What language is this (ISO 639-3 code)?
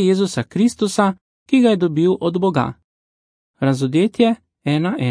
slv